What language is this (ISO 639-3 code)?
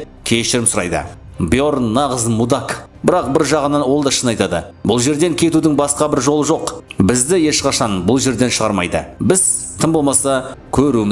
kaz